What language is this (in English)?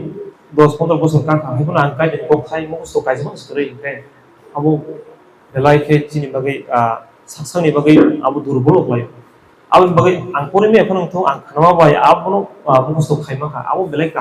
Kok Borok